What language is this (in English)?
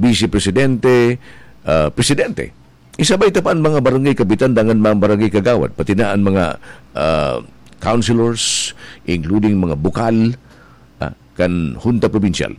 Bikol